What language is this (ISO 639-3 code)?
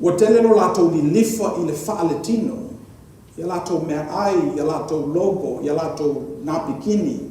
smo